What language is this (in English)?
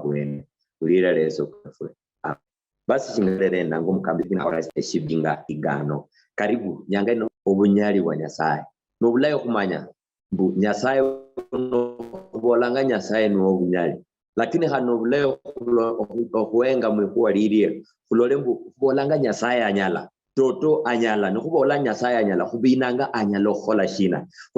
Luyia